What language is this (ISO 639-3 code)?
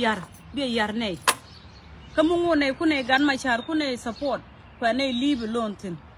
nus